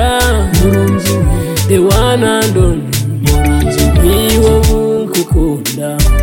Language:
Kinyarwanda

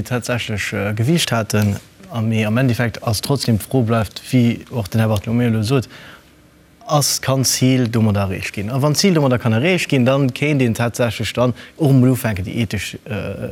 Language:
Luxembourgish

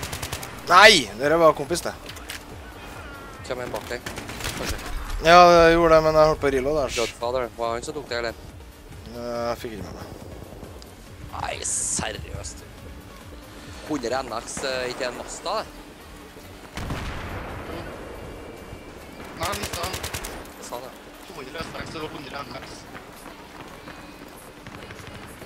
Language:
Norwegian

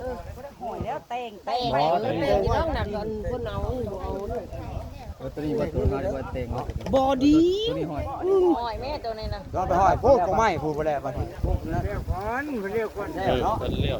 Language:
Northeastern Thai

